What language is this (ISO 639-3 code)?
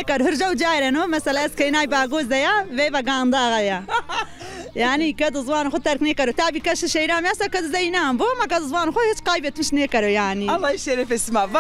zza